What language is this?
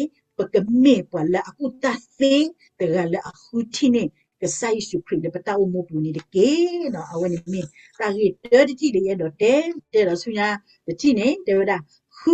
S'gaw Karen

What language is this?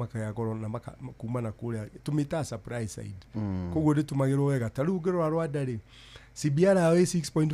Kikuyu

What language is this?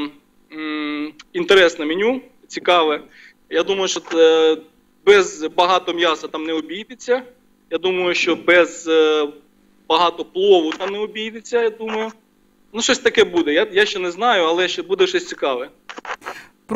Ukrainian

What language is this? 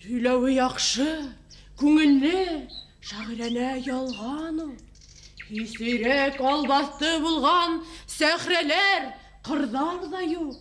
Bashkir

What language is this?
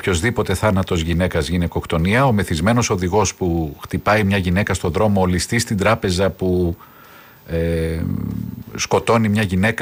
Greek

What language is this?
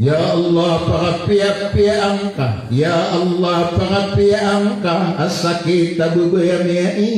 Maranao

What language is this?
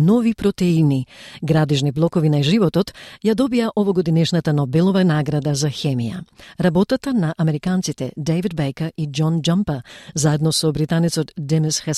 Macedonian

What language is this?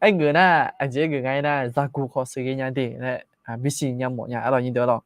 Akha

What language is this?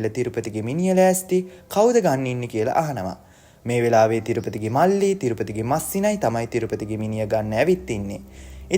Sinhala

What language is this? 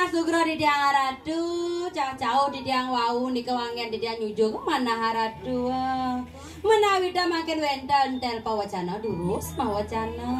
Balinese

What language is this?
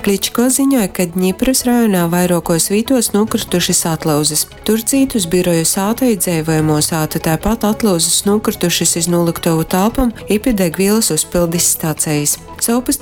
Latgalian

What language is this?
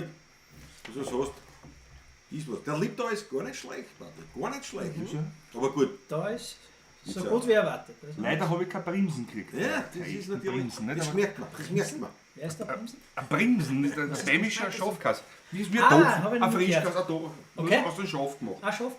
Bavarian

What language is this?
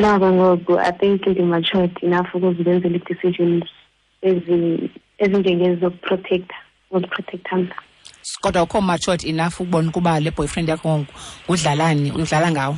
Xhosa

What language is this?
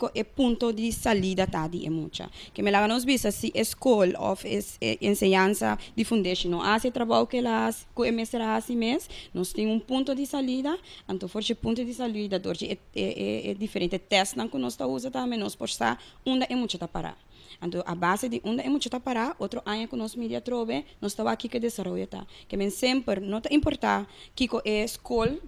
Papiamento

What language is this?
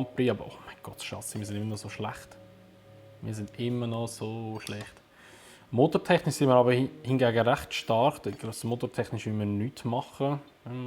Swiss German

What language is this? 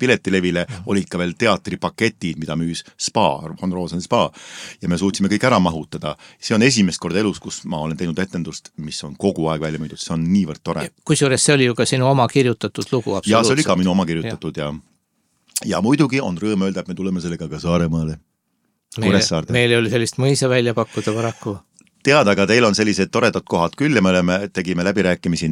Estonian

